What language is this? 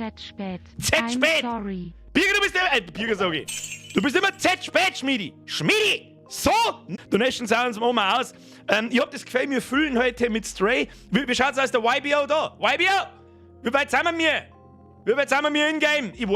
Bavarian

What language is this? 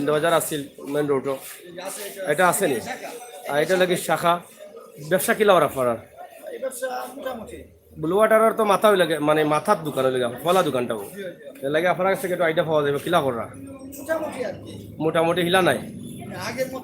Sylheti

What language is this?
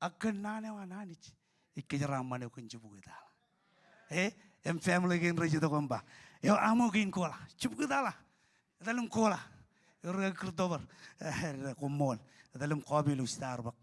Marshallese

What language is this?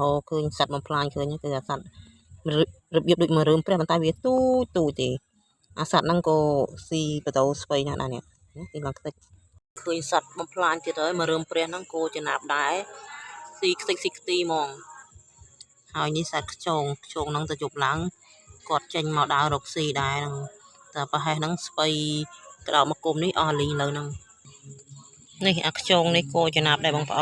Khmer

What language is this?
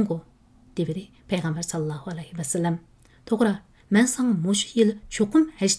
Uyghur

